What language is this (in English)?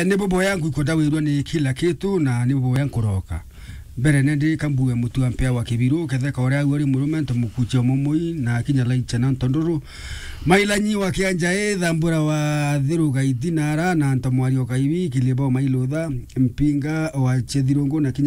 Meru